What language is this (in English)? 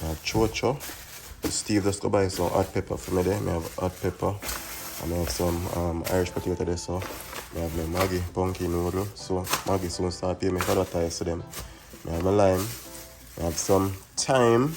Jamaican Creole English